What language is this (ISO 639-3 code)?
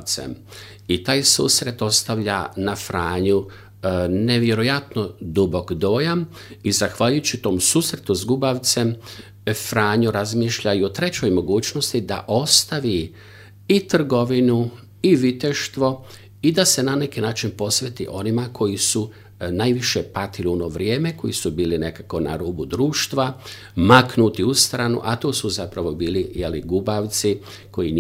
hrv